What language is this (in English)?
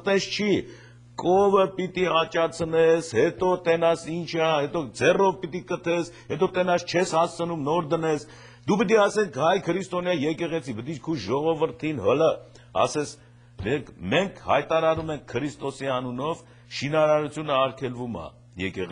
Armenian